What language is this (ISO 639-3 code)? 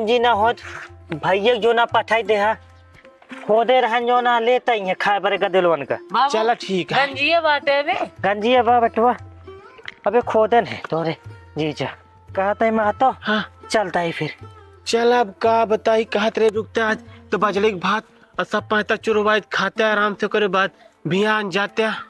awa